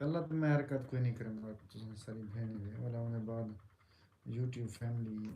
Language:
Saraiki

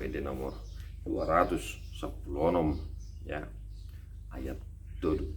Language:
Batak Toba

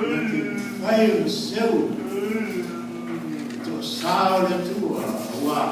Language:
Samoan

